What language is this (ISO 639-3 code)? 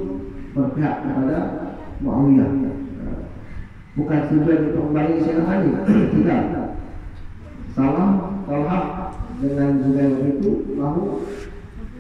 msa